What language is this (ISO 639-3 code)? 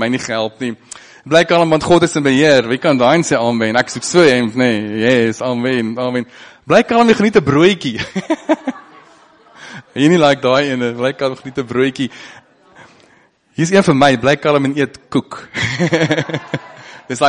afr